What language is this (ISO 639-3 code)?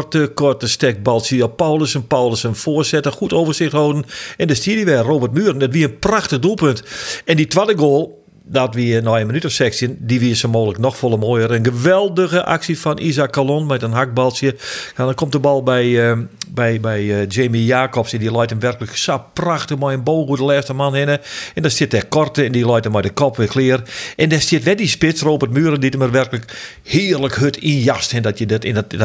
fry